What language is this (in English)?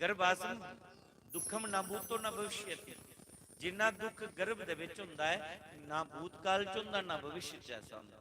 Dogri